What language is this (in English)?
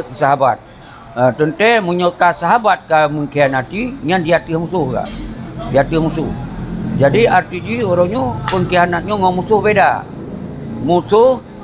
Achinese